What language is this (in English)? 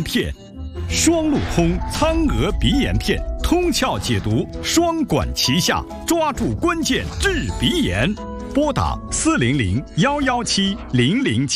Chinese